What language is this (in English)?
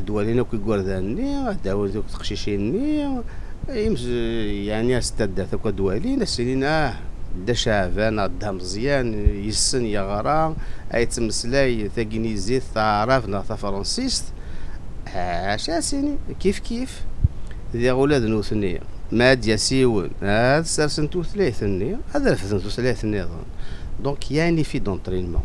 Kabyle